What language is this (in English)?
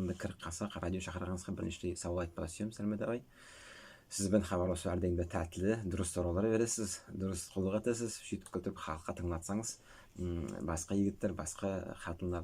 Nogai